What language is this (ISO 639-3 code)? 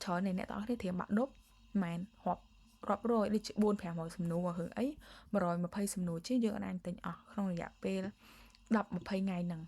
khm